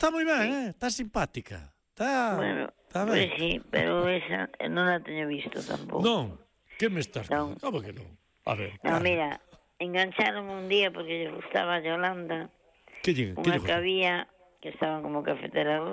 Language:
Galician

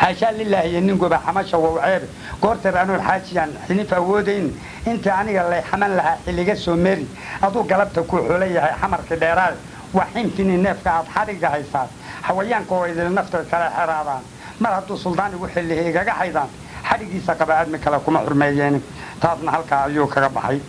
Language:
Somali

